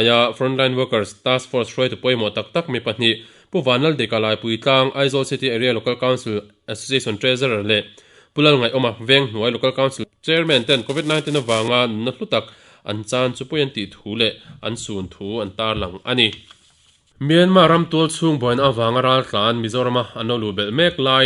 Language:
Mizo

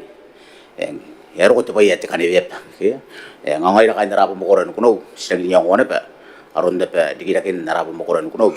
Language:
Gilbertese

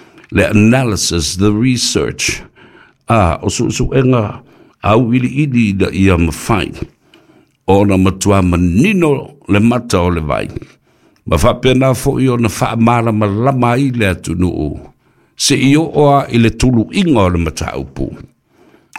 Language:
Samoan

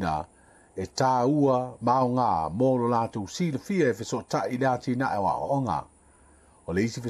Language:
Samoan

